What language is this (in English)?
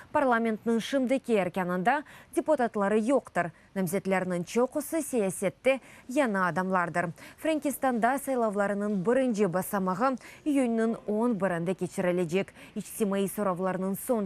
Crimean Tatar